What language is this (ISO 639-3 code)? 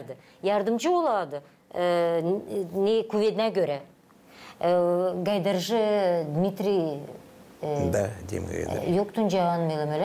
gag